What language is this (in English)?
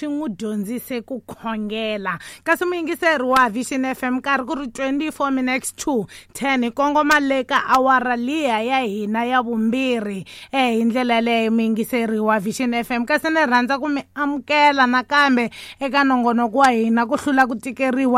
Tsonga